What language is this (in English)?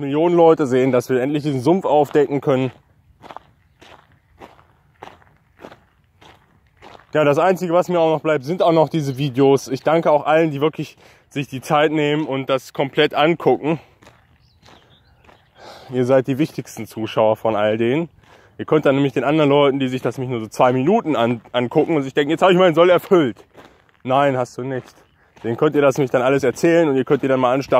German